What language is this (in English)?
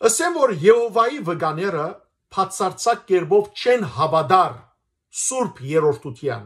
Western Armenian